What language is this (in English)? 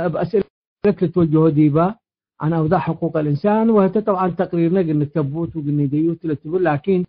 Tigre